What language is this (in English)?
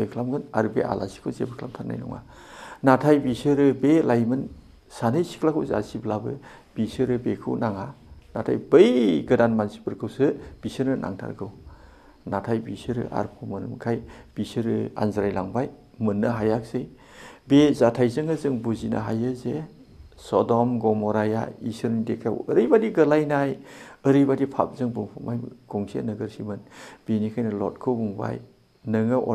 Bodo